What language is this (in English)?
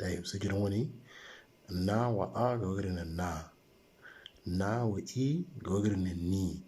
Moro